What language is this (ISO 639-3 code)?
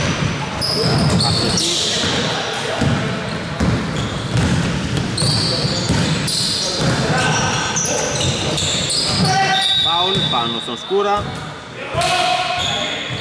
ell